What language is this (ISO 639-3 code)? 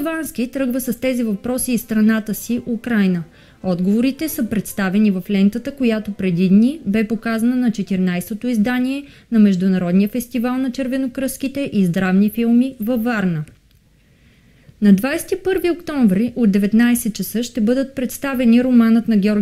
bul